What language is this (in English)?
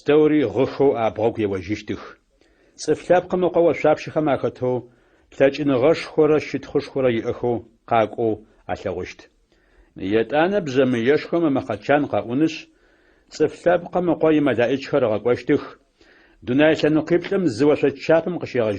Adyghe